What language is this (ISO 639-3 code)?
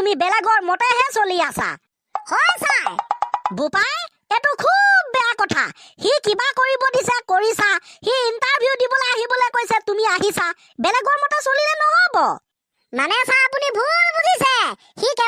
asm